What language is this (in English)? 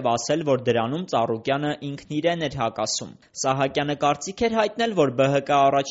Armenian